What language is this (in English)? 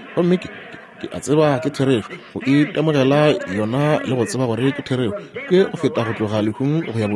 Northern Sotho